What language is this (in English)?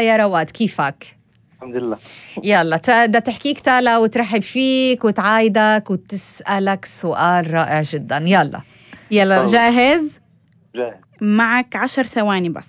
North Levantine Arabic